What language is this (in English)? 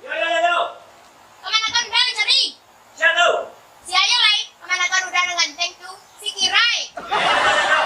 Minangkabau